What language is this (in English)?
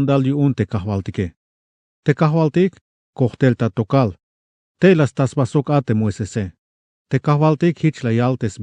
Tzeltal